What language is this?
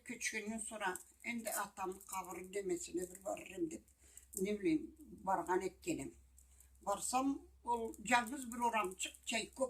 Karachay-Balkar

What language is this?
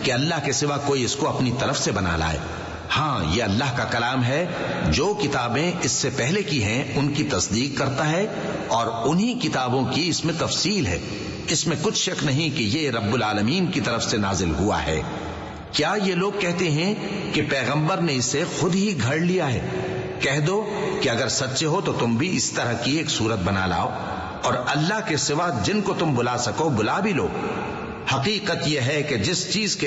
Urdu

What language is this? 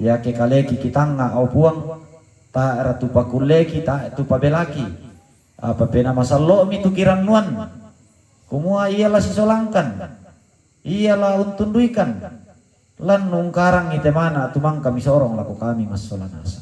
Toraja-Sa'dan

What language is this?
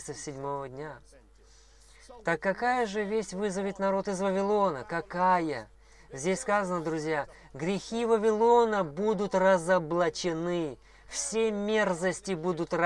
Russian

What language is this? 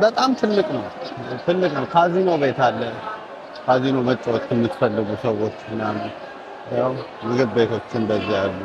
Amharic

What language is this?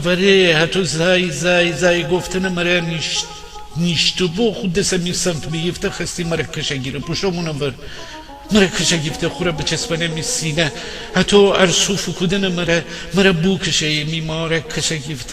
Gilaki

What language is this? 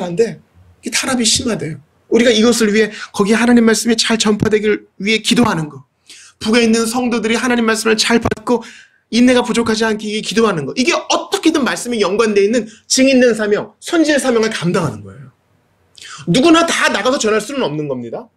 Korean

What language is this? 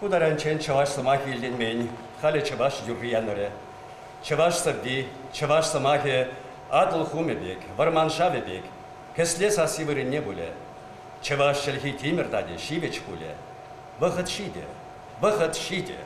Chuvash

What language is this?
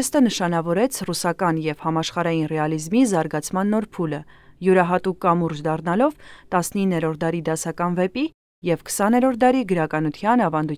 Armenian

